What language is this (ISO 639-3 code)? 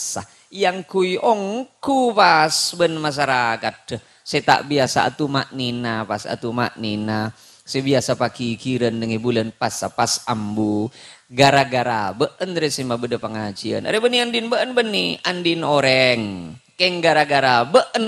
mad